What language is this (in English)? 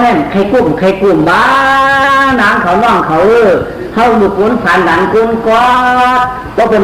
Shan